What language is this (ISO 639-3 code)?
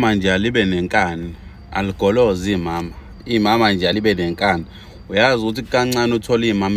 zul